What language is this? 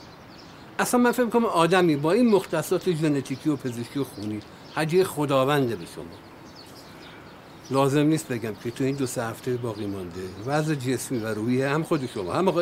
Persian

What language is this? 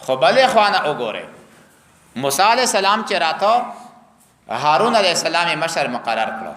Pashto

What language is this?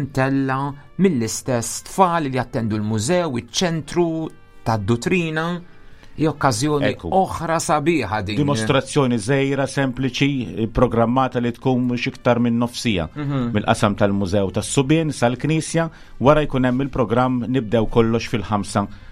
Maltese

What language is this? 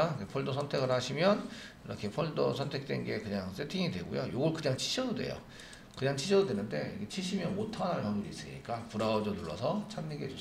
Korean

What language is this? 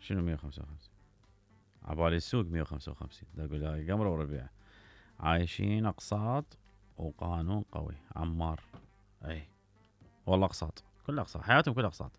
Mesopotamian Arabic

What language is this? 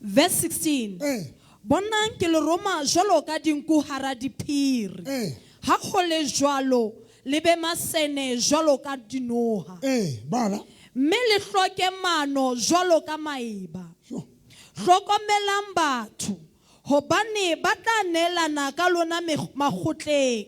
Southern Sotho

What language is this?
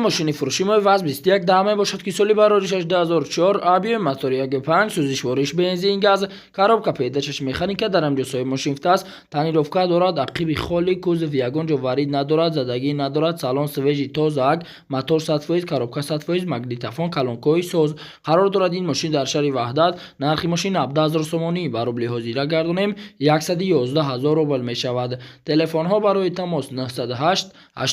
Tajik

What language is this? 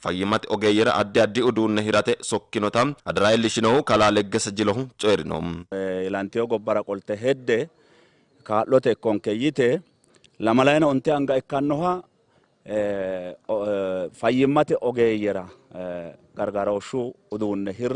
Sidamo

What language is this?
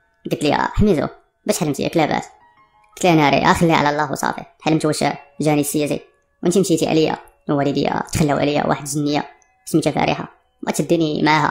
Moroccan Arabic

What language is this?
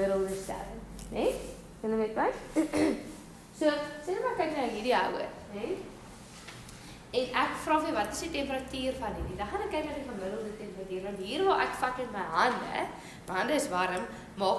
Afrikaans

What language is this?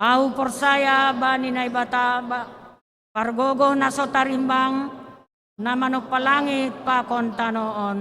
Batak Simalungun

